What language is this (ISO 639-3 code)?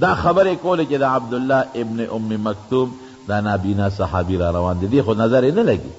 pus